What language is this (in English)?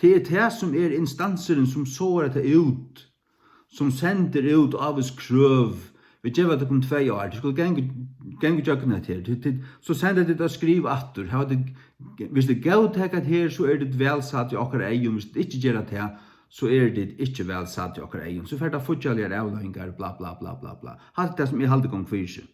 Faroese